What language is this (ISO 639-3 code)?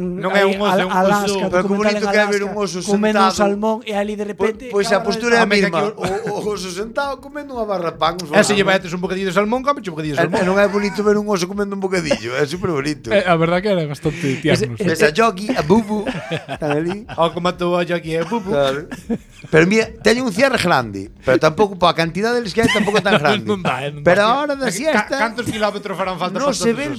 glg